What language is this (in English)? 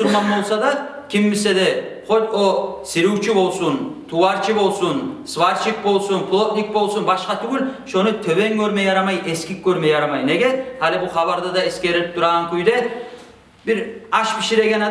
Kumyk